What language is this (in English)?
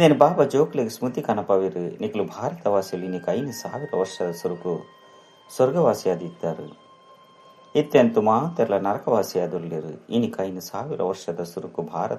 Tulu